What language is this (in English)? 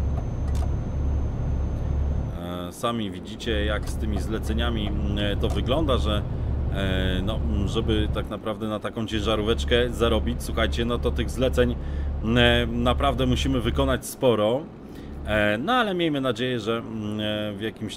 Polish